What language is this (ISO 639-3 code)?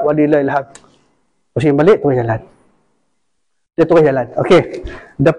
msa